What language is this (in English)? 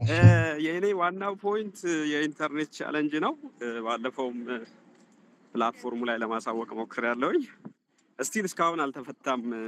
Amharic